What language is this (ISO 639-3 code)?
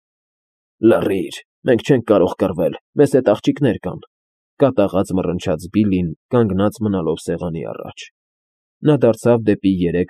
hye